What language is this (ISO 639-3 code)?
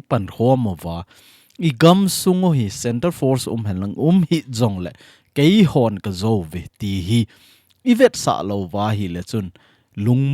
tcz